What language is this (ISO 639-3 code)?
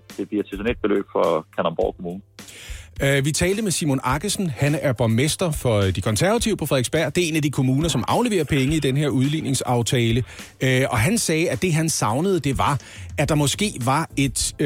dan